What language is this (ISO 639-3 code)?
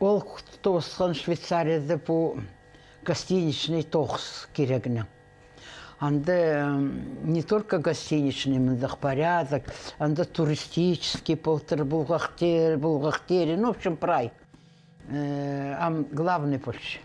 kjh